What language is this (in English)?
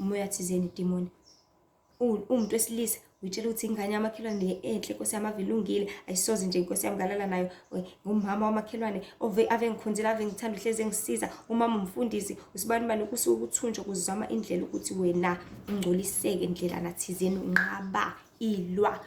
Zulu